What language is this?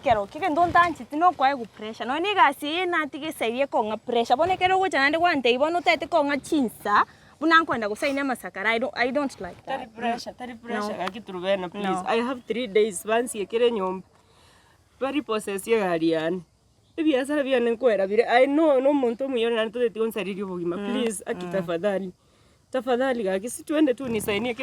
Gusii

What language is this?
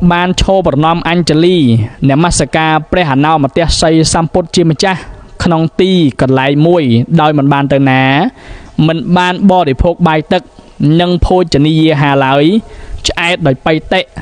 Khmer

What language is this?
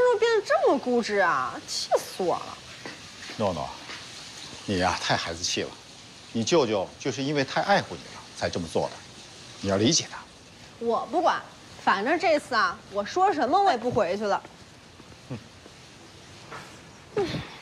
Chinese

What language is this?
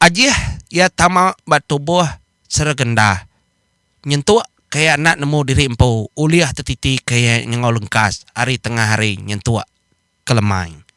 Iban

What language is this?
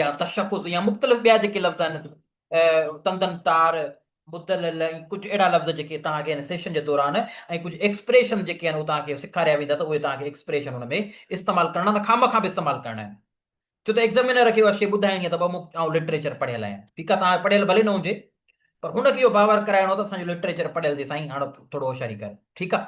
Sindhi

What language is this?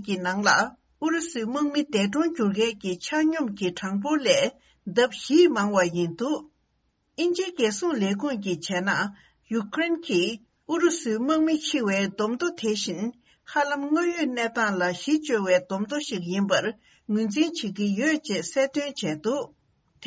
Tibetan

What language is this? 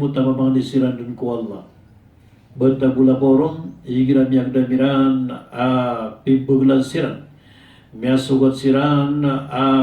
Maranao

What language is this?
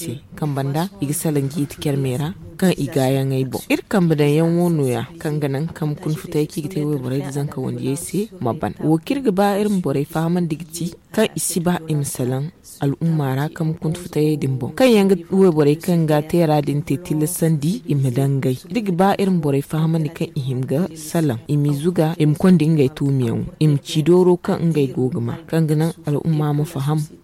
Zarma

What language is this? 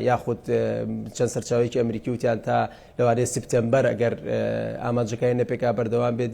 Central Kurdish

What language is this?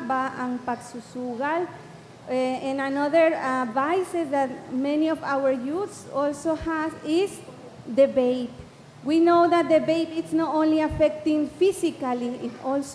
Bikol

